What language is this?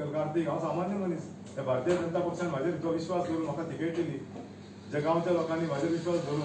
Konkani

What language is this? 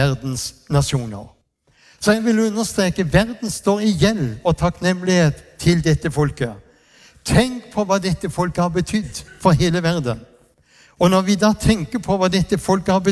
Norwegian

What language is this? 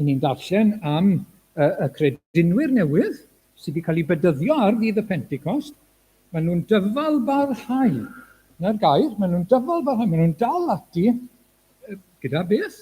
Welsh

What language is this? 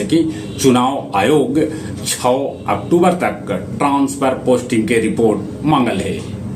Magahi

